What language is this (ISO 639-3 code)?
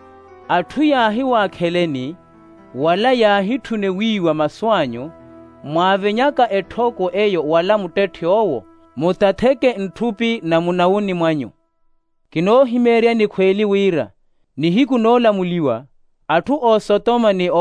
vmw